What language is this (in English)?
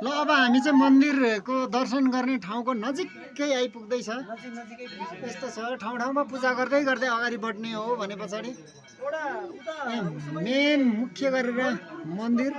Nepali